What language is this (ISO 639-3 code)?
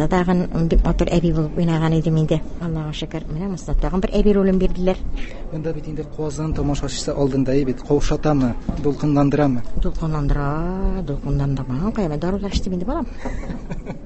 tat